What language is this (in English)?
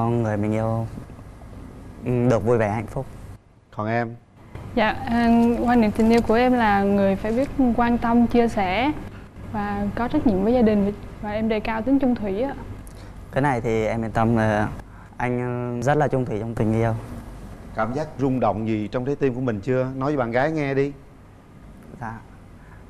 Vietnamese